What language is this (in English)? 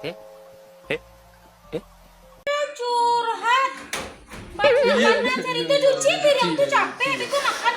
Minangkabau